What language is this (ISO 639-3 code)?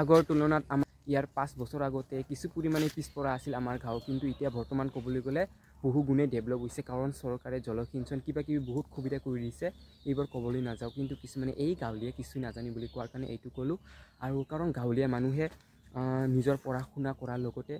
asm